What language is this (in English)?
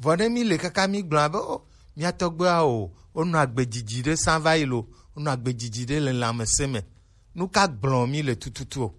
Gen